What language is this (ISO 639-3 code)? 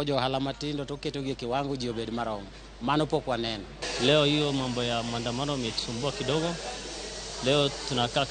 luo